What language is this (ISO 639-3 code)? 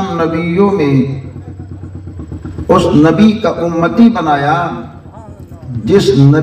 urd